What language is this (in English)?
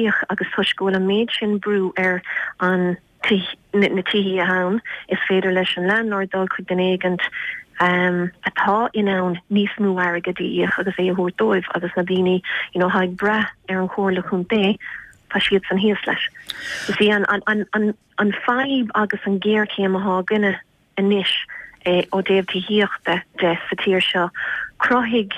Irish